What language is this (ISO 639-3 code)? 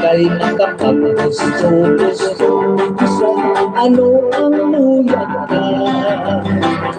hil